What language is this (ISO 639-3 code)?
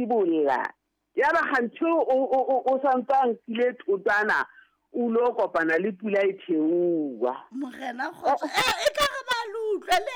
sot